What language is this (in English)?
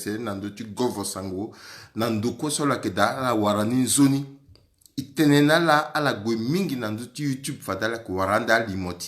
Sango